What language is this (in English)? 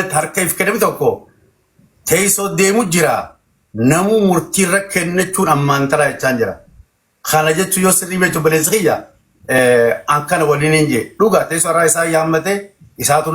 Oromo